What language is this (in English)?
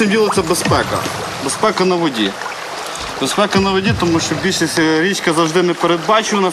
Ukrainian